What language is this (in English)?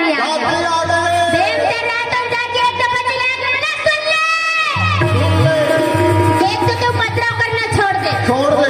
Chhattisgarhi